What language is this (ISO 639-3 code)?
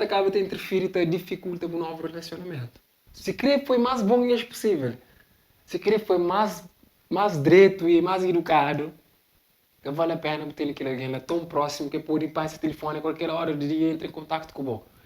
kea